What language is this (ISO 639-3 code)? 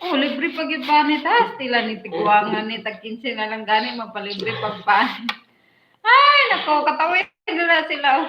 ceb